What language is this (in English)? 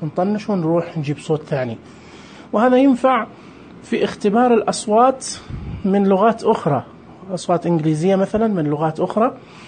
Najdi Arabic